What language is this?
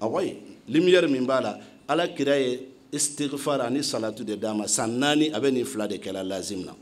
Bambara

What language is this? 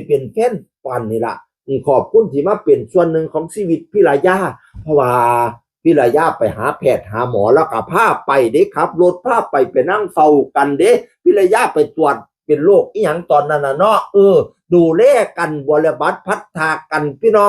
Northeastern Thai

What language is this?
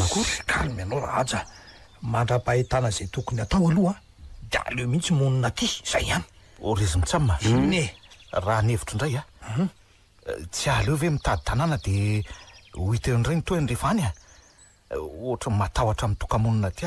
Malagasy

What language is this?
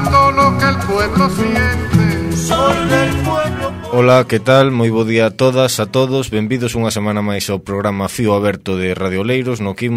Galician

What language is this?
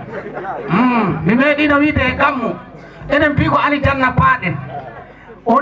Fula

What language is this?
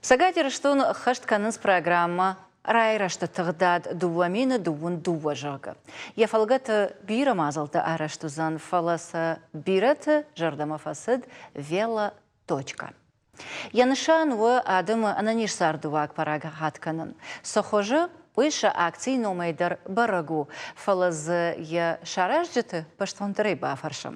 Ossetic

